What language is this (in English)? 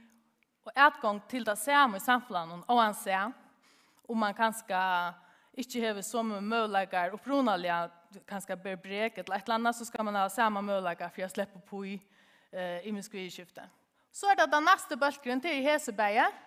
Faroese